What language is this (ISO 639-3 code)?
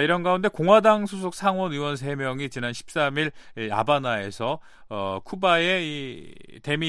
kor